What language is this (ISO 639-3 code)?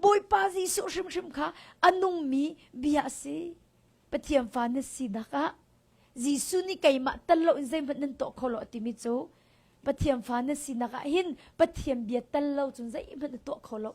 cnh